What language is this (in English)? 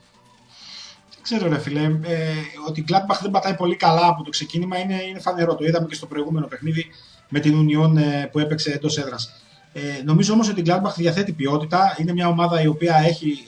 Greek